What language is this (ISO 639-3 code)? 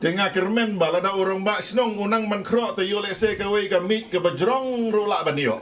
kha